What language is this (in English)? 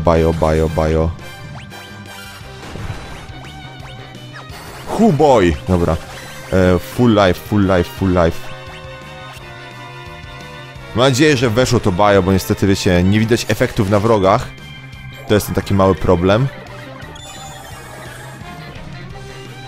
Polish